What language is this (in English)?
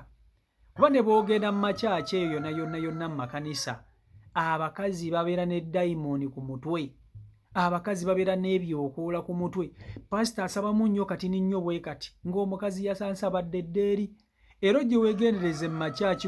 Ganda